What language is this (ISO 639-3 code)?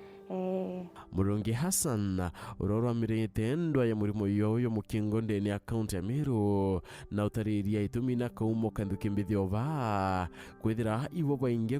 mer